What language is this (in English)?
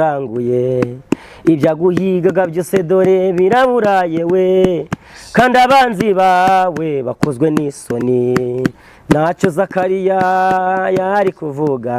Kinyarwanda